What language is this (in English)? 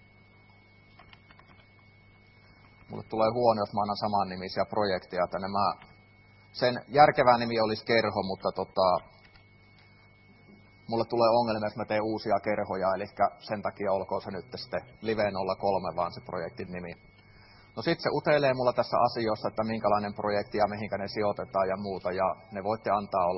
Finnish